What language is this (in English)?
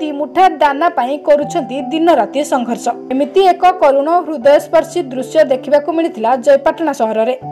Odia